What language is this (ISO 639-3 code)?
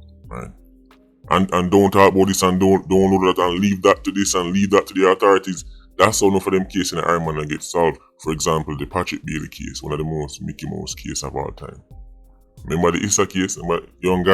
jam